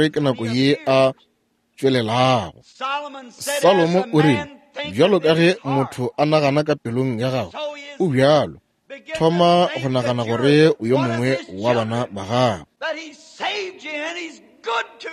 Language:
Northern Sotho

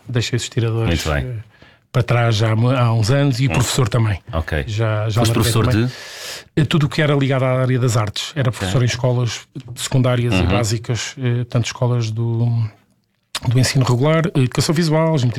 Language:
Portuguese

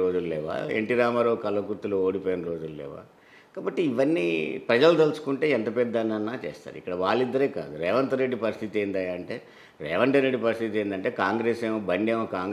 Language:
Telugu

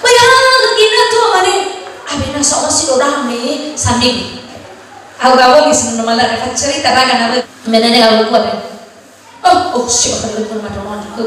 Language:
Nias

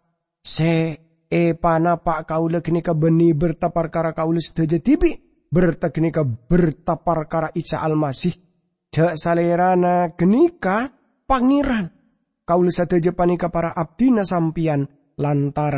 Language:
Madurese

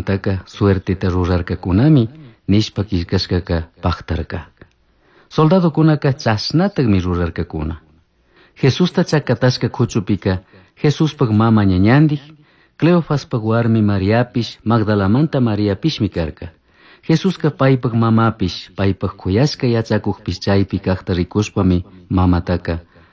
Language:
Chimborazo Highland Quichua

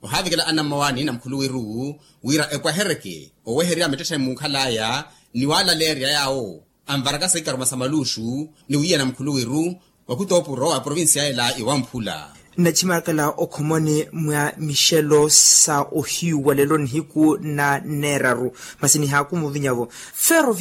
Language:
Makhuwa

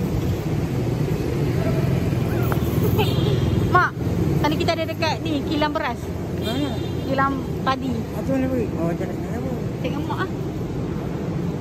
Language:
Malay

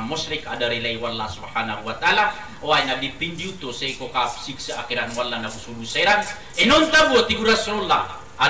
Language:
Maranao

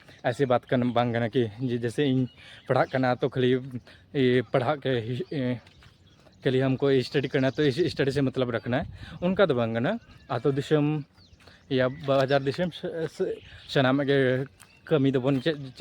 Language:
Santali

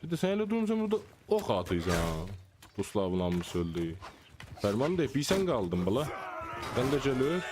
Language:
South Azerbaijani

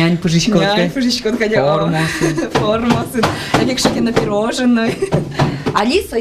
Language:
Udmurt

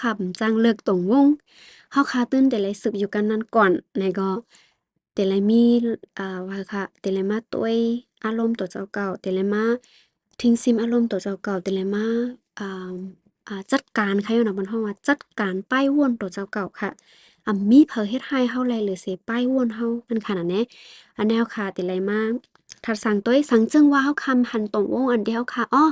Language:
Shan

